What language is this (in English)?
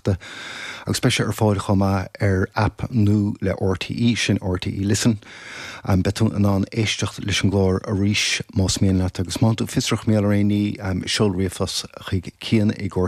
Irish